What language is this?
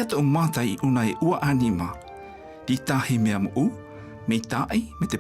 South Marquesan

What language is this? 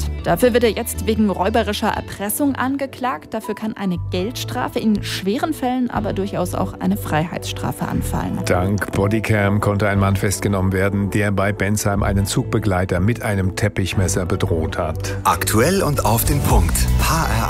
German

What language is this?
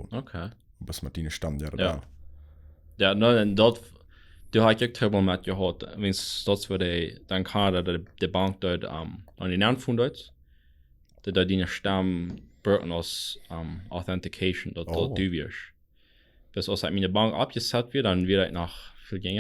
Plautdietsch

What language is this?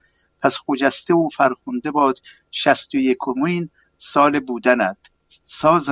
Persian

